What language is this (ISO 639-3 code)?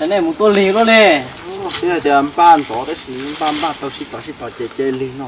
hmn